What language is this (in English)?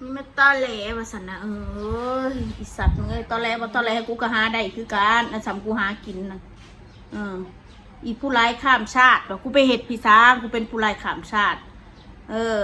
Northeastern Thai